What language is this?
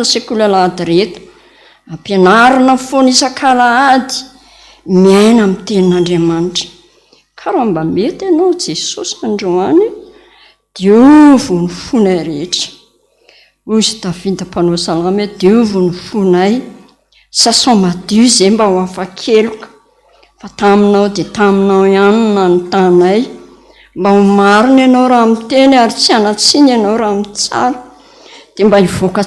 Malagasy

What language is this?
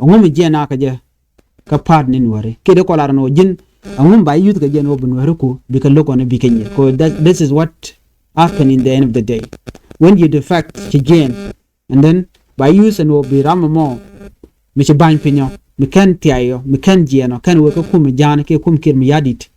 Nuer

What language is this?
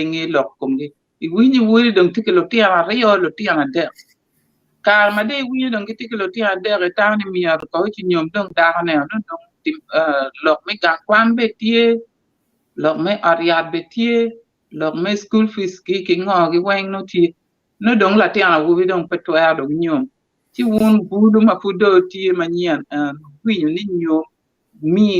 Acoli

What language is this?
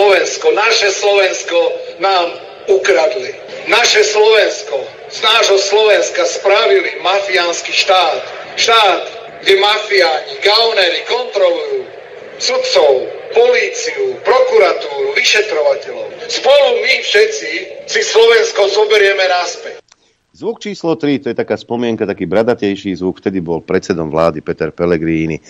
Slovak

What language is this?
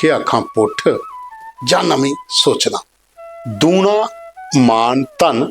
Dogri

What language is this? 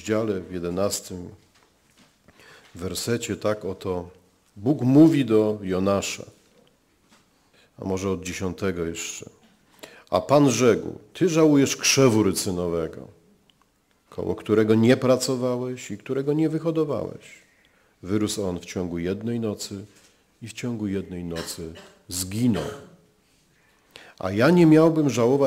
Polish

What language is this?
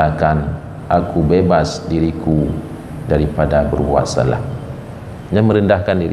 Achinese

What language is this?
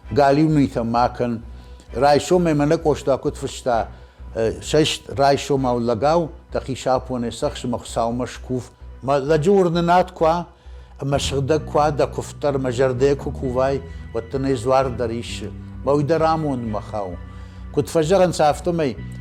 Ossetic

